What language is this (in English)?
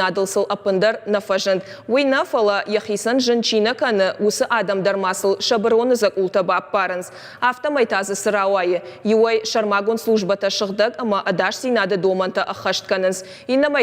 Ossetic